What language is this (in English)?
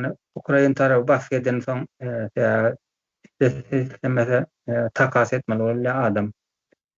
Turkmen